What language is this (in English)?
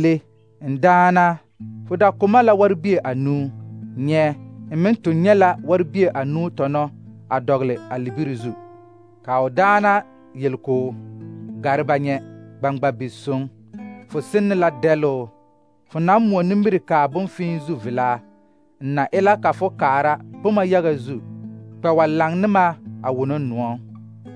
Southern Dagaare